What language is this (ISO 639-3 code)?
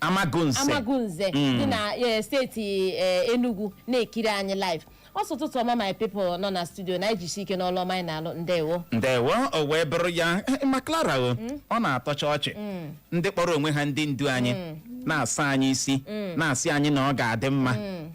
ibo